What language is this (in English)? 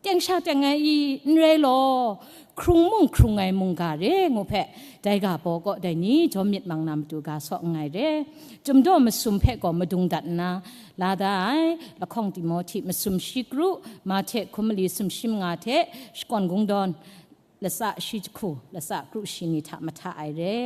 Kachin